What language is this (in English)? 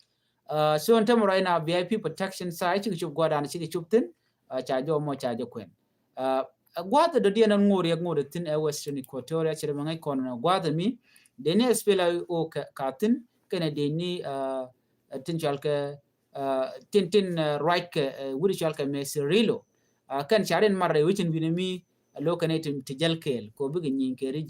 Nuer